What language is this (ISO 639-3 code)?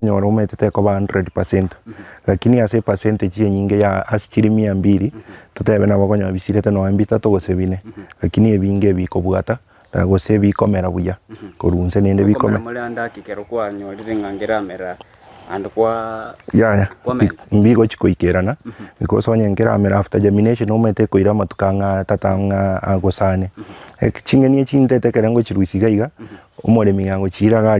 guz